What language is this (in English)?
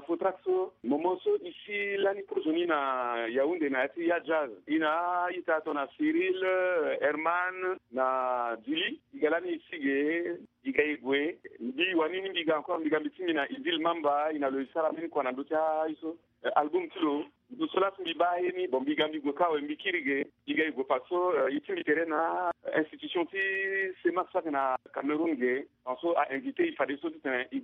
Sango